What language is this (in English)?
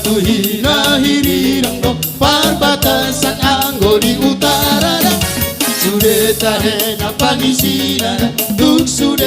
Batak Toba